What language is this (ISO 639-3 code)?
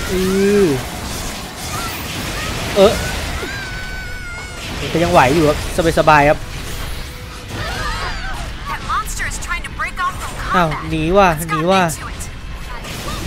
tha